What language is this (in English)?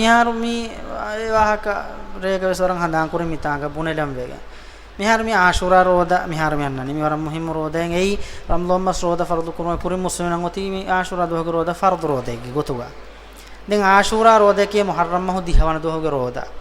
Divehi